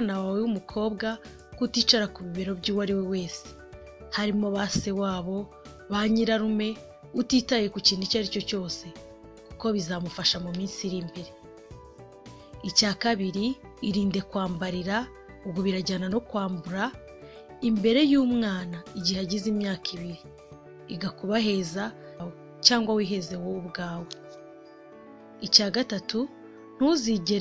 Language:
Kinyarwanda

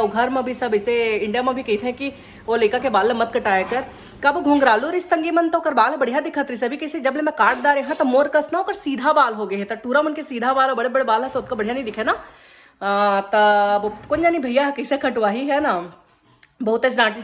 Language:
Chhattisgarhi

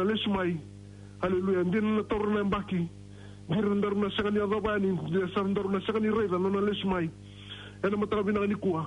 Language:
Fijian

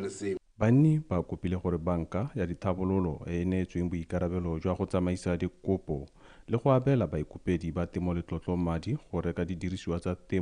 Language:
Tswana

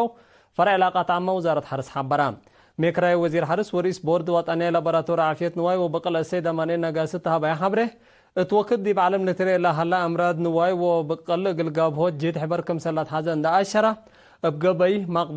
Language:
Tigre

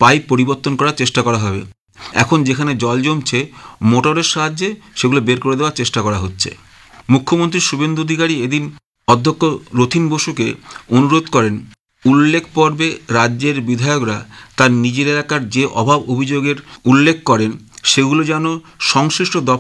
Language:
Bangla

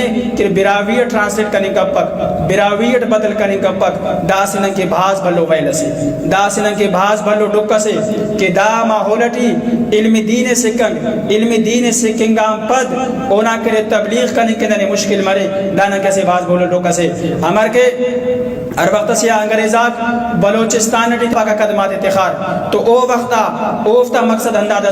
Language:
Brahui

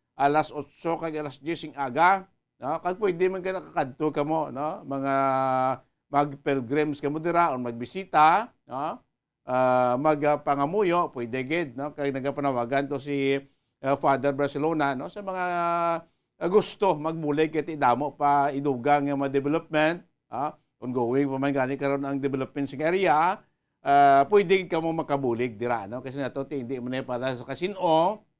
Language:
Hiligaynon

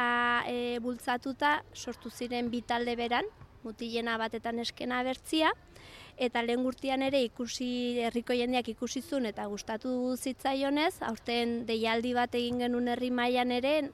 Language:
Basque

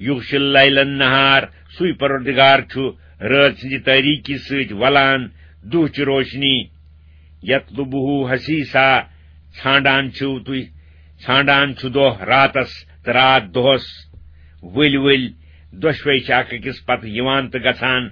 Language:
Kashmiri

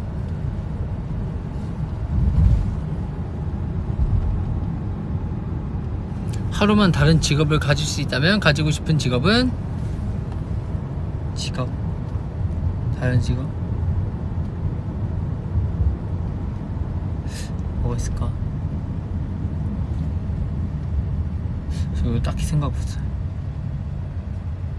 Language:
Korean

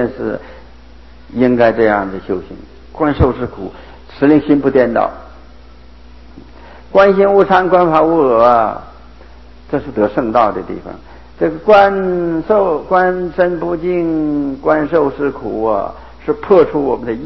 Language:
Chinese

